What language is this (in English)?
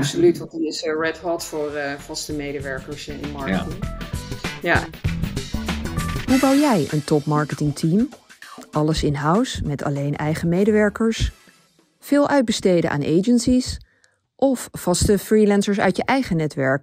Dutch